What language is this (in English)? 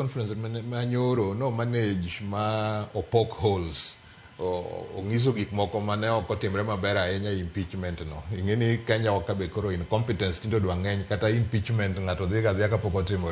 Luo (Kenya and Tanzania)